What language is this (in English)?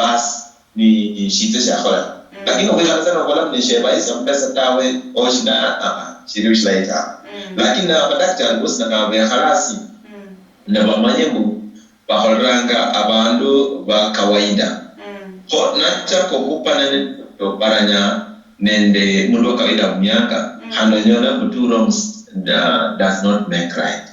Luyia